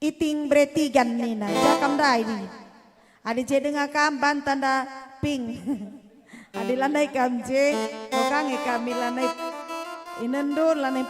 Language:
Batak Karo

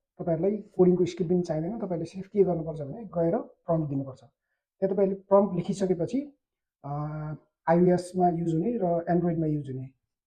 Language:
Nepali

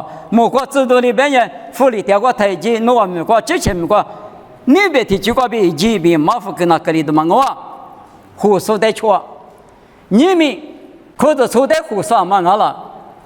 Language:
Lisu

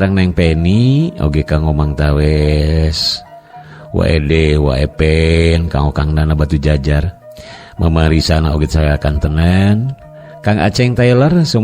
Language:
Sundanese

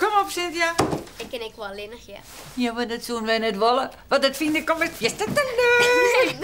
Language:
Western Frisian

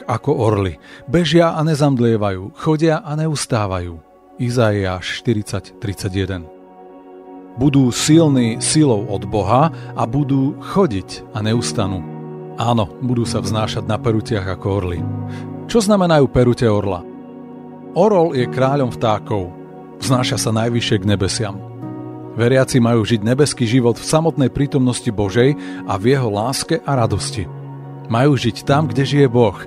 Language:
Slovak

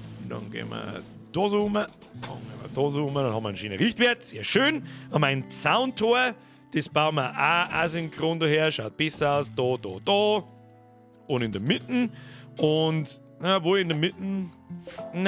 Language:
Bavarian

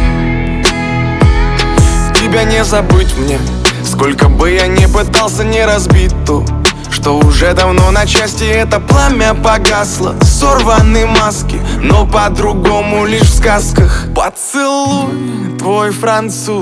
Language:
Russian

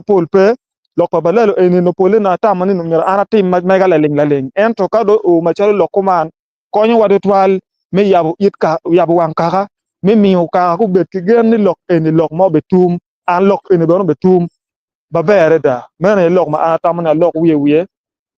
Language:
Acoli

